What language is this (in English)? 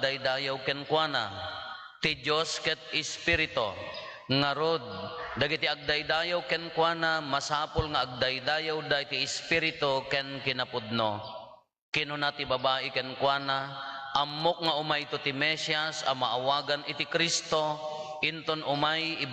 Iloko